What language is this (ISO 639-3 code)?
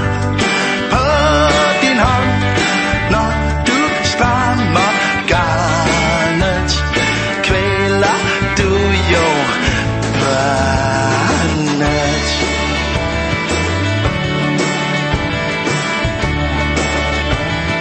dan